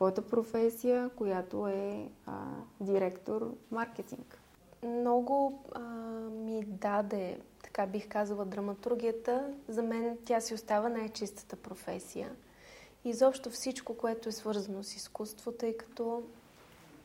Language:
Bulgarian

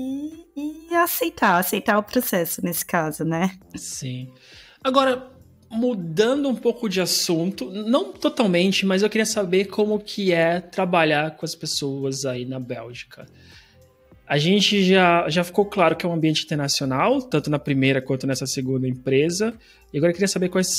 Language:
Portuguese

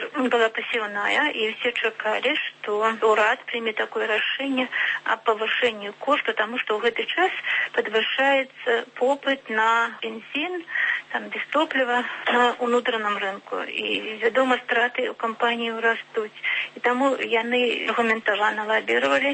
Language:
Belarusian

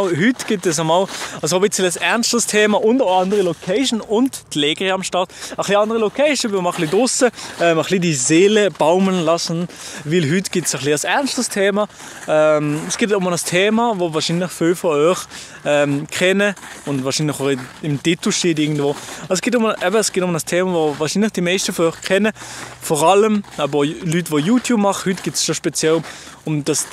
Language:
Swiss German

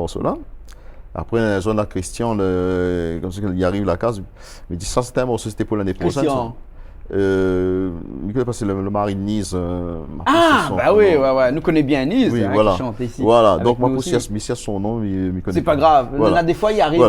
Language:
Réunion Creole French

